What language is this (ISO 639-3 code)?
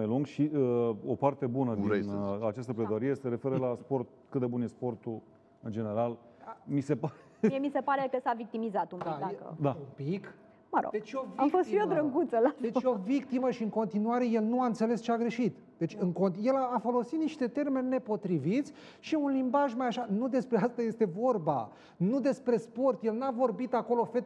ron